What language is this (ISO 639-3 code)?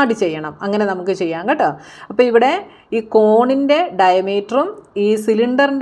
mal